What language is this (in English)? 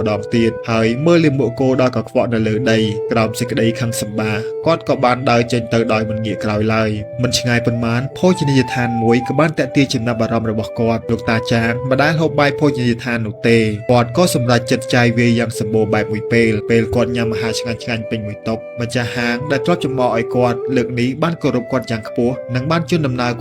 Khmer